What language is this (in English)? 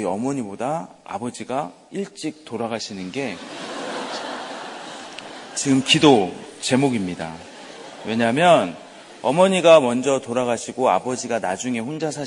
Korean